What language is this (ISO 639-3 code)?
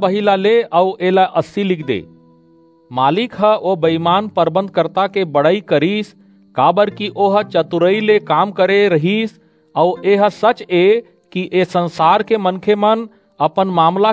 hne